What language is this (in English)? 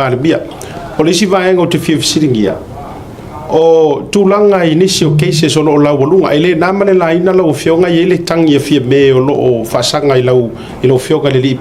Samoan